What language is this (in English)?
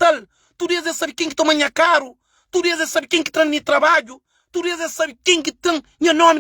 Kabuverdianu